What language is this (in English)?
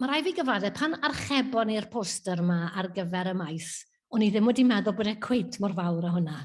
Welsh